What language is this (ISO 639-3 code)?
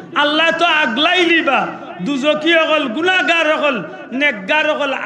syl